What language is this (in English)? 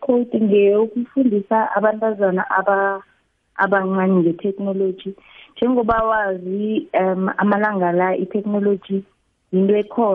South Ndebele